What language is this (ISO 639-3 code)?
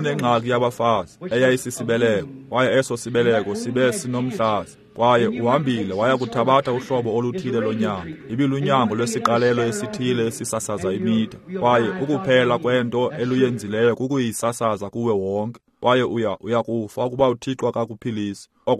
xho